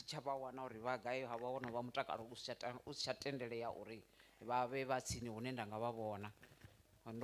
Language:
Venda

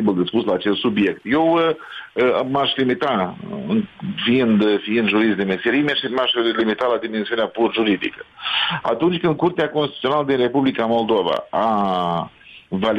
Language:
Romanian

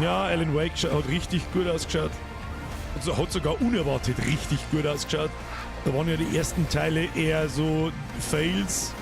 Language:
Bavarian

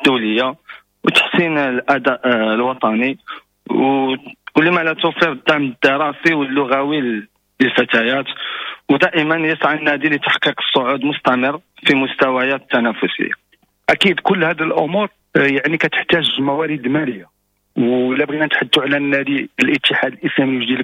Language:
Moroccan Arabic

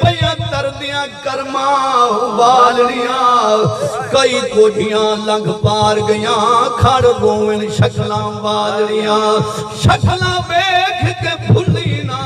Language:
Saraiki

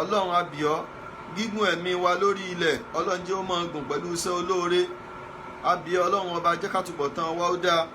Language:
Yoruba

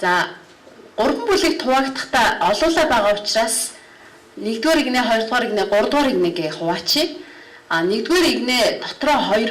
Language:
Mongolian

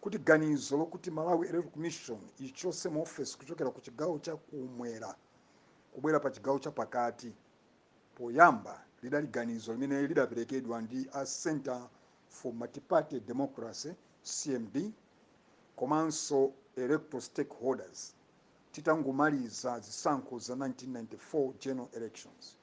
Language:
Nyanja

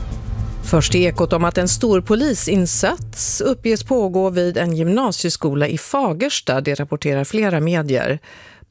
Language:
Swedish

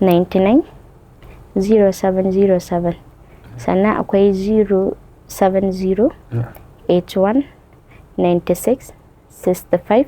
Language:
Hausa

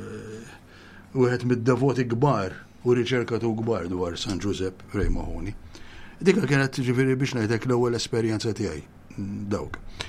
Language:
Maltese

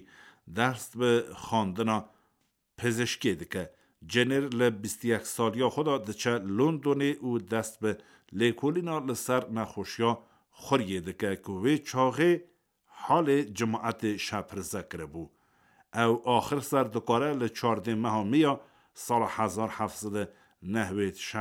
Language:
Kurdish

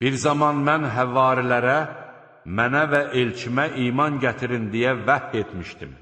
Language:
Azerbaijani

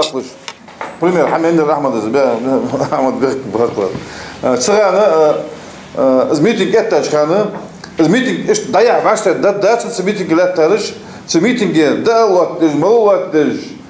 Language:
Ingush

